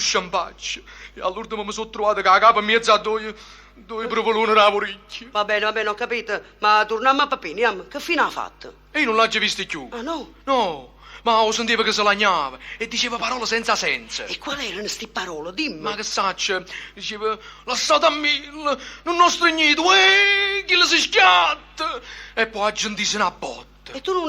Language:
Neapolitan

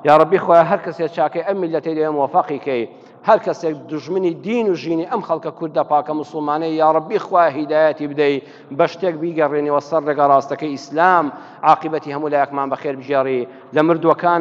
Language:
Central Kurdish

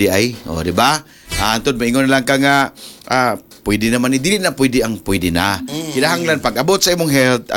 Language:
Cebuano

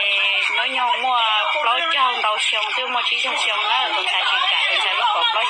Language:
Hmong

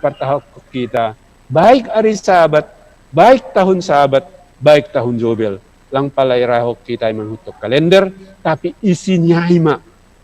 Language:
Batak Simalungun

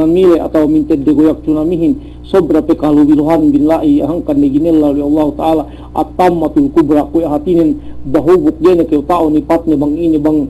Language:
Yakan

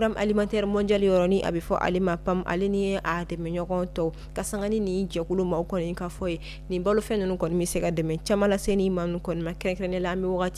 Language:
Bambara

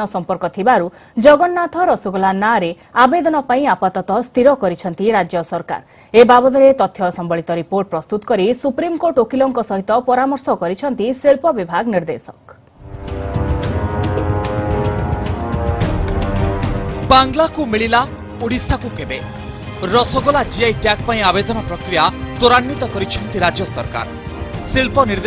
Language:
Odia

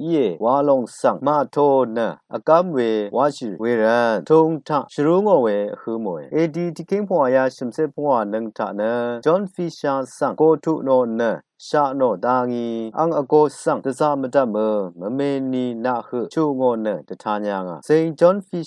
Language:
Rawang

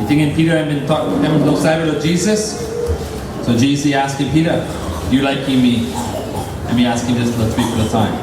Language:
Tok Pisin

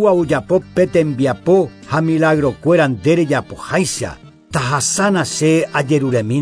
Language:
Guarani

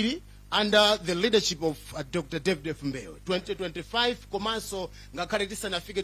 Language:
Nyanja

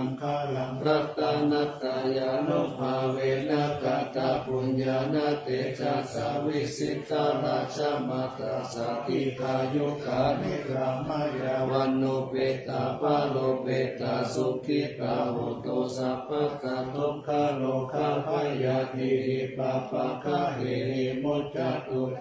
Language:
Pali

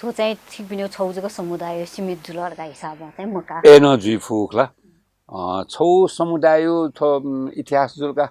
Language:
Newari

